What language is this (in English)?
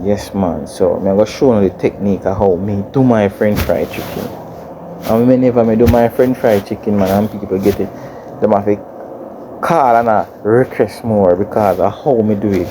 Jamaican Creole English